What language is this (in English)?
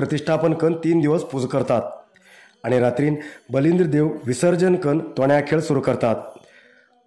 Konkani